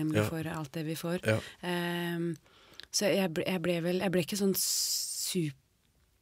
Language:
Norwegian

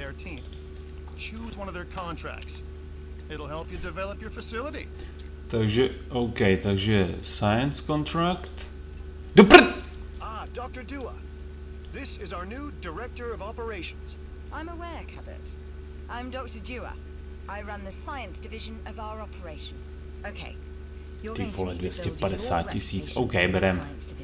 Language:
Czech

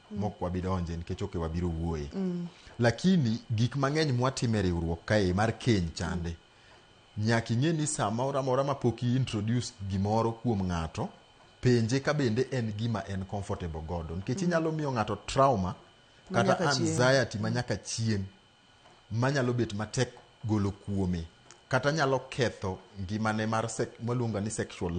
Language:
Luo (Kenya and Tanzania)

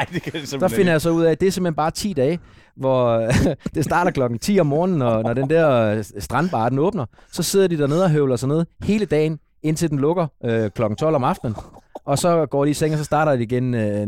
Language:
Danish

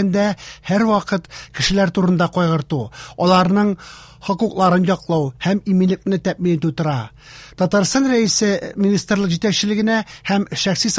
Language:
Tatar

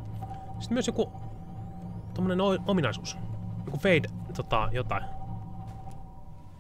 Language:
Finnish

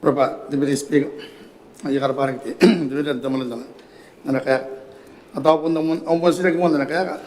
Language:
Gilbertese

